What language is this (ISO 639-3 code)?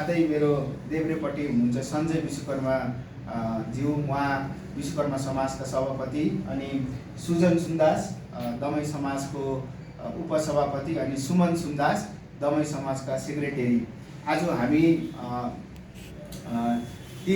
nep